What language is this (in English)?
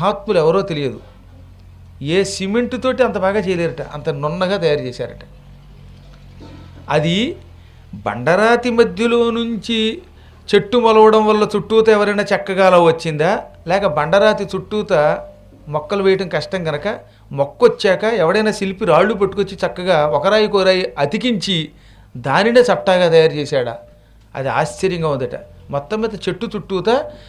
Telugu